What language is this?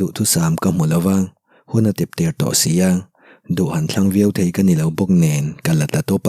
Mizo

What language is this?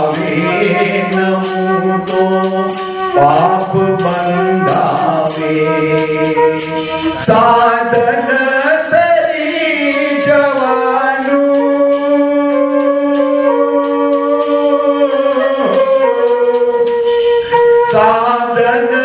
Gujarati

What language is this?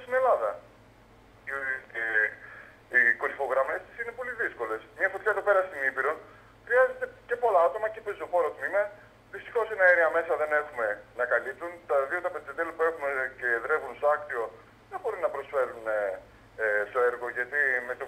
Greek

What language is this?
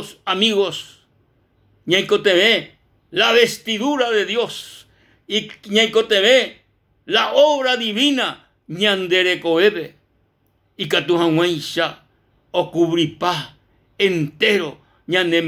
Guarani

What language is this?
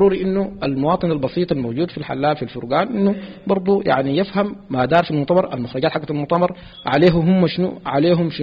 Sudanese Arabic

